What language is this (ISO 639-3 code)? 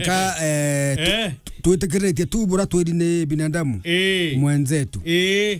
mer